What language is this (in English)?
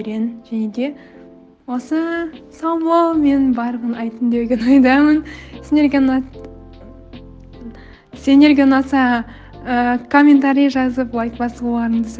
Kazakh